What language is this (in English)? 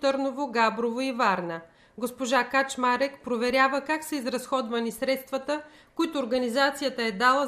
Bulgarian